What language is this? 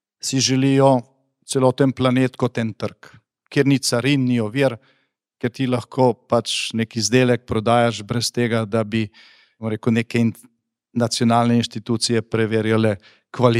Slovenian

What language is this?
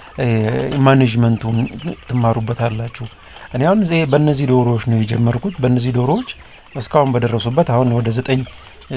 Amharic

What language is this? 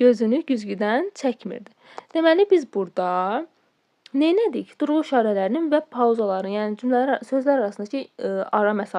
Azerbaijani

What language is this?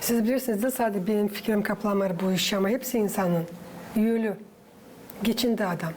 Gagauz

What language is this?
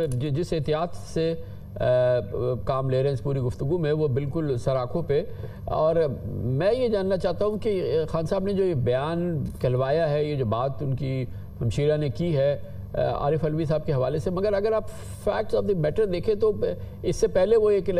Urdu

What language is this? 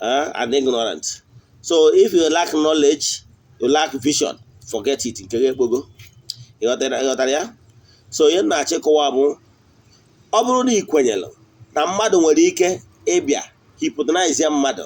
Igbo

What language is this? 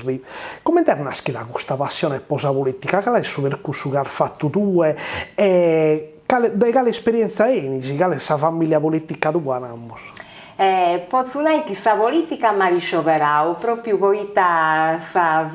Sardinian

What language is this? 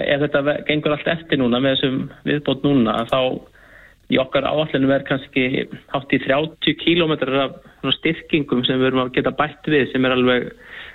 Icelandic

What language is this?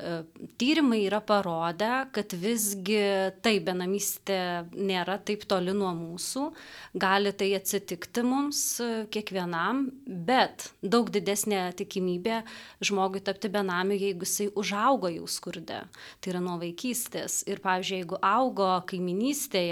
Lithuanian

